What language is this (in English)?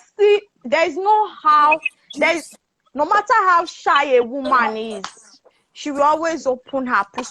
Yoruba